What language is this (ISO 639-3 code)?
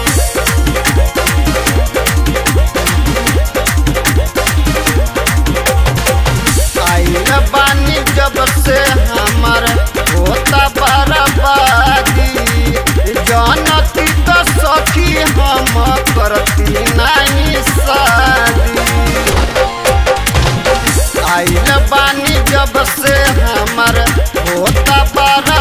bho